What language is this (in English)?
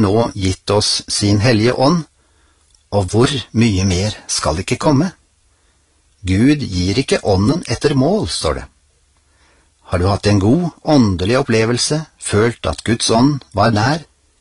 Norwegian